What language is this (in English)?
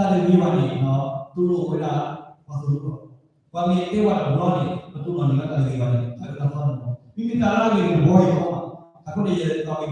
S'gaw Karen